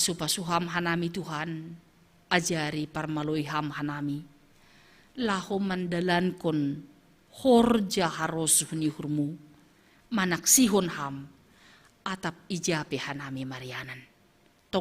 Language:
Batak Simalungun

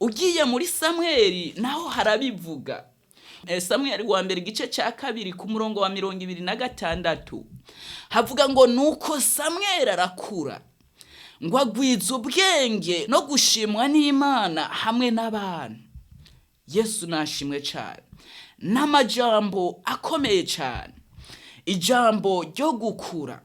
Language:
Rundi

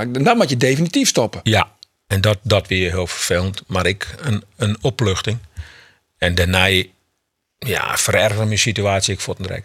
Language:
Western Frisian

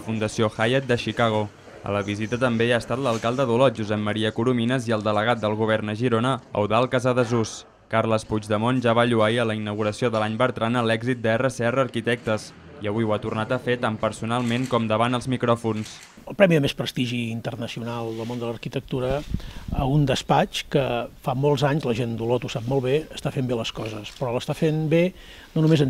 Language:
Catalan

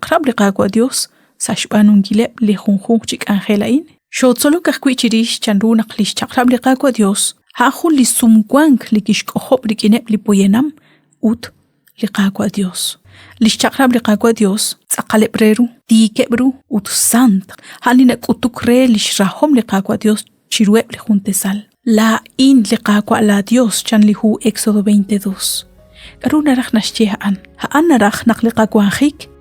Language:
Kekchí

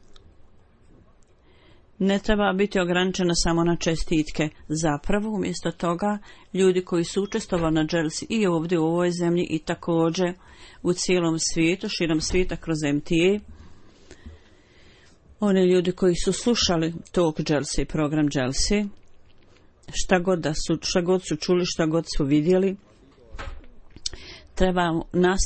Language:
Bosnian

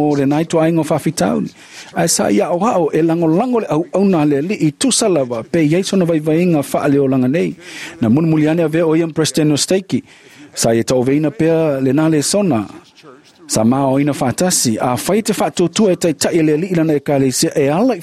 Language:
Samoan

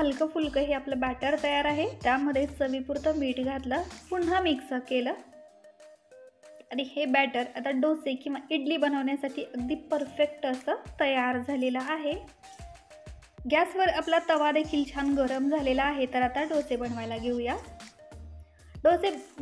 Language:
Marathi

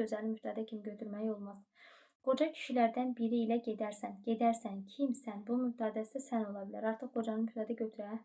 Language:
Azerbaijani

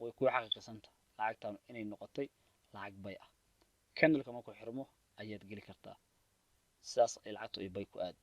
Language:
Somali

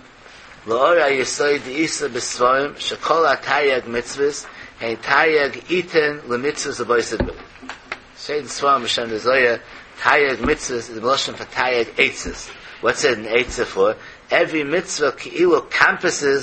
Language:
Yiddish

